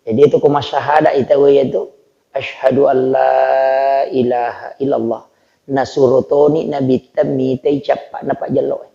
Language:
Buginese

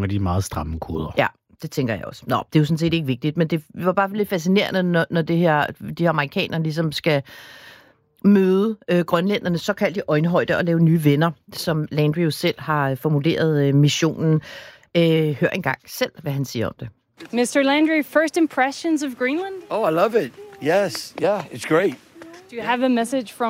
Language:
Danish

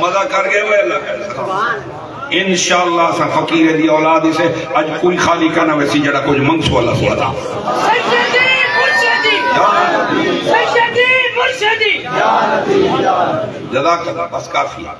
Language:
Saraiki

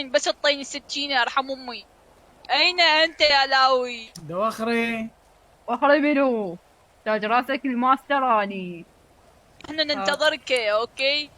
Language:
Mesopotamian Arabic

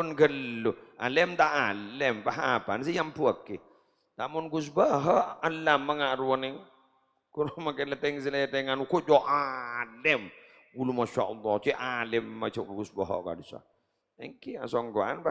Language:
Madurese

